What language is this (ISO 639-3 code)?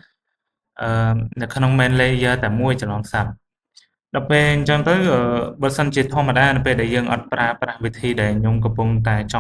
khm